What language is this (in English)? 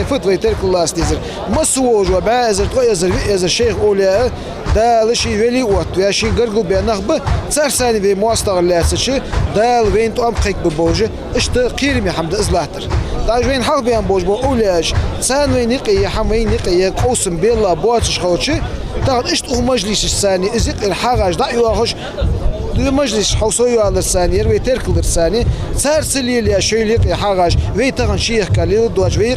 Ingush